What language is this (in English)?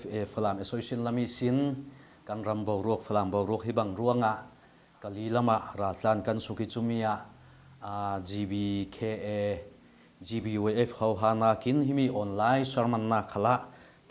Falam Chin